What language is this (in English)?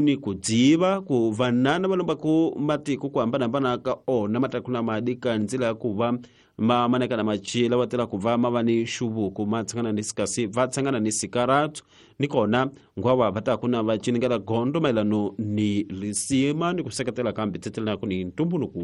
Tsonga